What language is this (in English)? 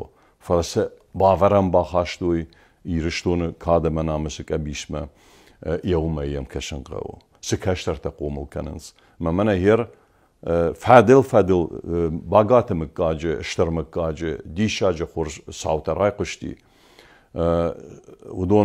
Ossetic